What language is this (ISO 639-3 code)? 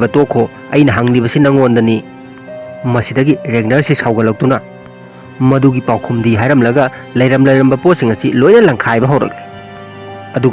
mni